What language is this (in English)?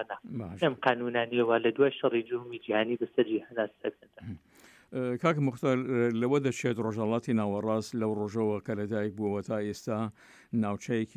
Central Kurdish